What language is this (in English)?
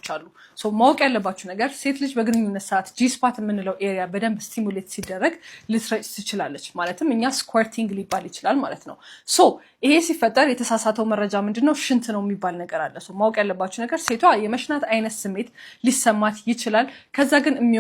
Amharic